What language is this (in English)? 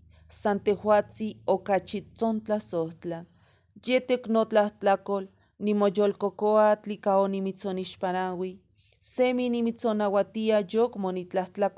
Eastern Huasteca Nahuatl